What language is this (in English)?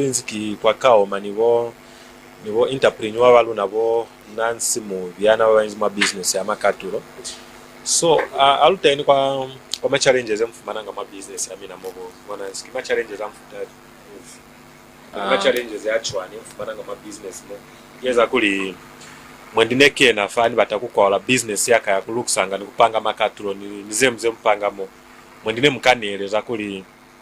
Lozi